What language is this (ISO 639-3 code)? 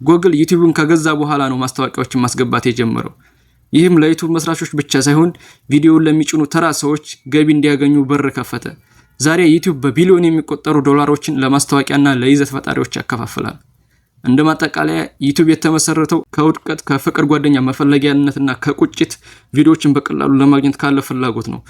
amh